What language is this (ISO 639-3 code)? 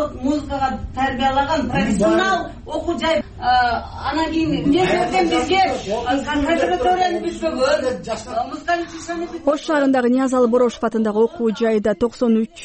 kir